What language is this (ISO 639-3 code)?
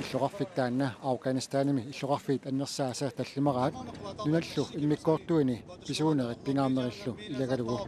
kal